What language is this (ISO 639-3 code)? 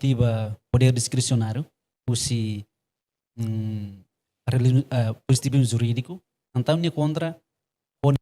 tet